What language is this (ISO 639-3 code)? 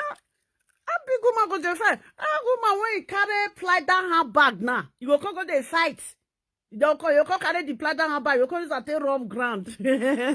pcm